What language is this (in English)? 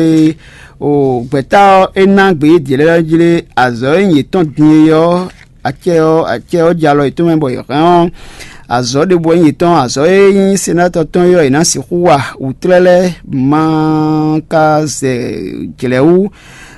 Fon